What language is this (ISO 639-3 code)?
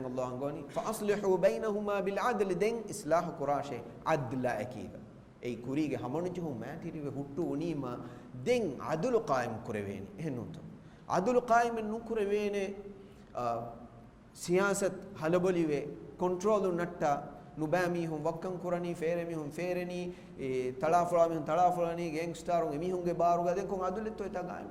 div